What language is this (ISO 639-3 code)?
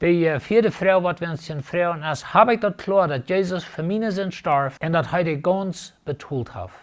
pdt